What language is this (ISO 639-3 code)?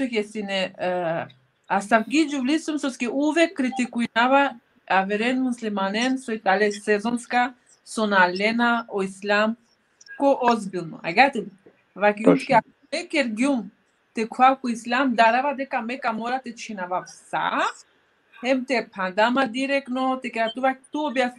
rmn